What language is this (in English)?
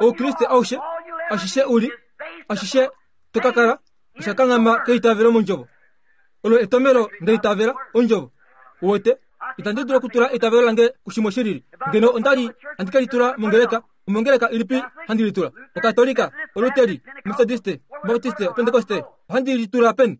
Kuanyama